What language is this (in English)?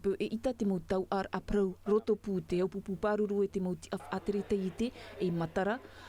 Tahitian